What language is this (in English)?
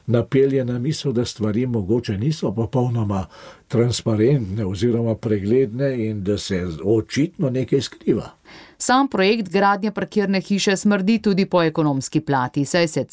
Slovenian